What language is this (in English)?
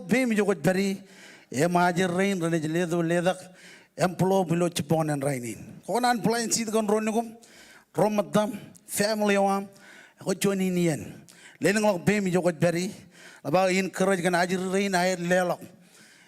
Marshallese